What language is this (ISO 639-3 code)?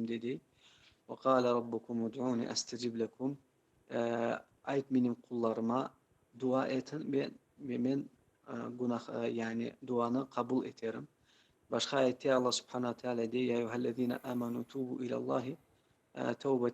crh